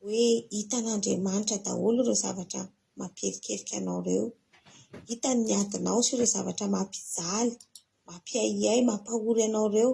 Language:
Malagasy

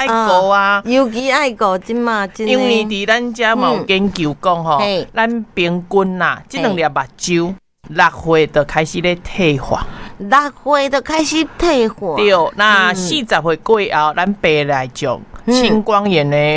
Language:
Min Nan Chinese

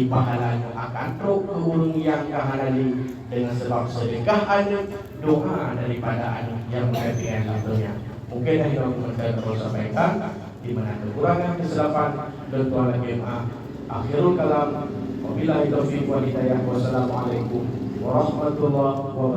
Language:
Achinese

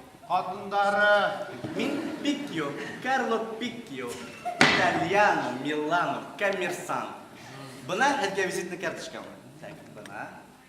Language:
Bashkir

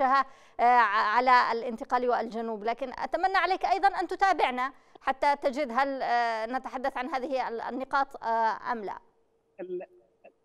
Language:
Arabic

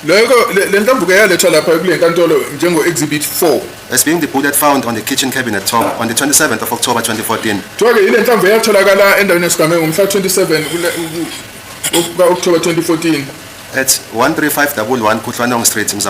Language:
Zulu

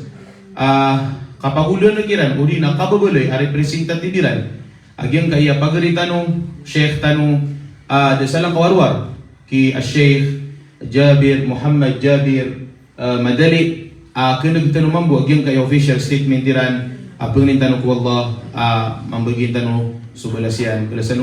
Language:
Maranao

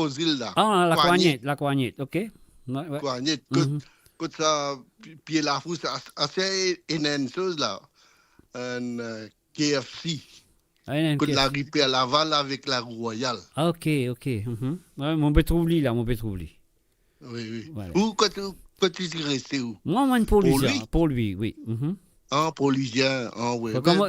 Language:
Morisyen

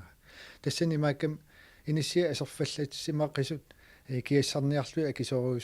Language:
Kalaallisut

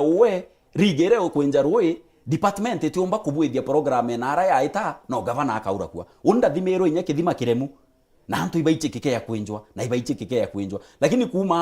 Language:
Meru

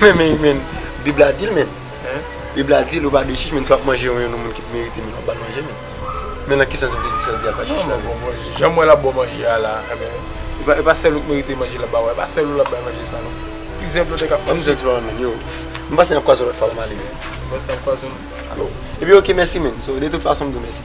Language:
Haitian Creole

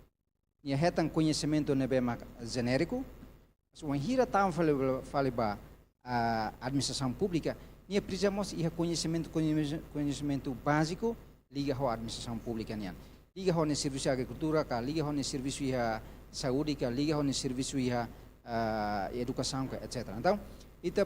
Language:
Tetum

